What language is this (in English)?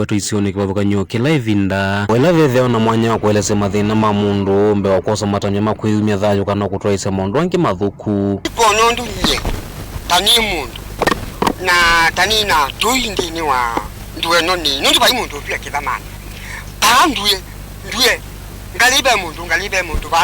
Kamba